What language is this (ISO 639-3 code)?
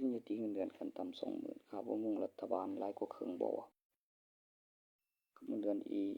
tts